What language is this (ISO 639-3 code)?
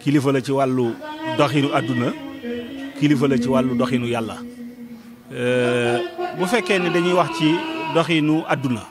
wol